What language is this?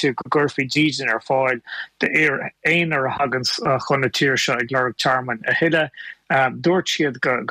Irish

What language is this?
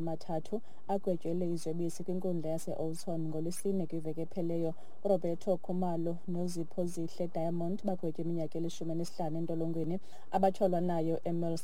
Xhosa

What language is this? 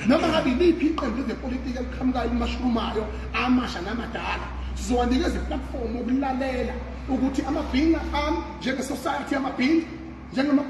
Zulu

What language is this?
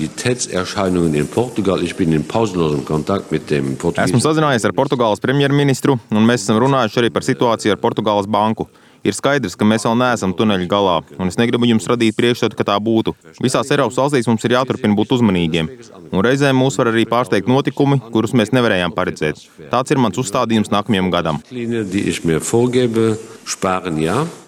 Latvian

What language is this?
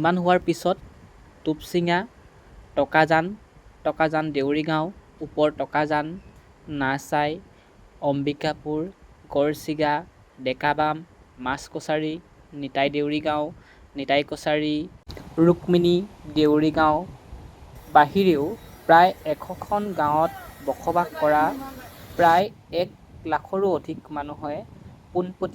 Assamese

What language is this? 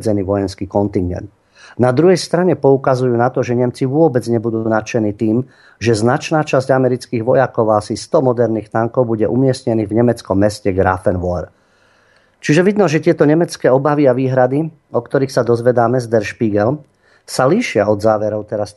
Slovak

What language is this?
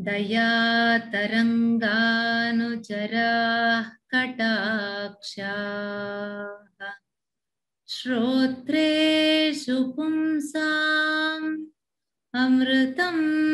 Sanskrit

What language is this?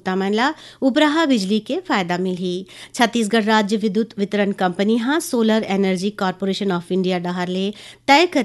Chhattisgarhi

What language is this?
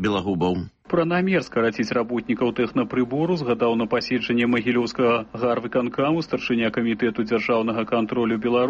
Belarusian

